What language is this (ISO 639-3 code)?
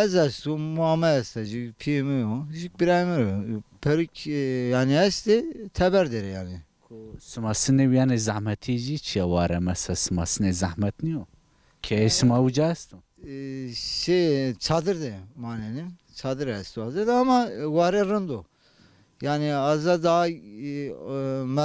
zza